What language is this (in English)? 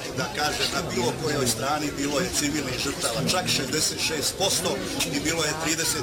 Bosnian